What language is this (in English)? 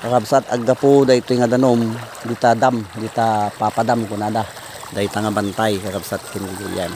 Iloko